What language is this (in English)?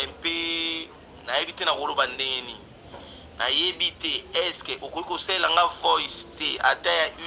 Lingala